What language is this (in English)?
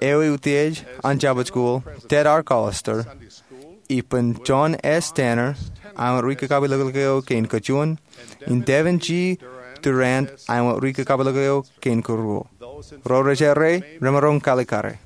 Marshallese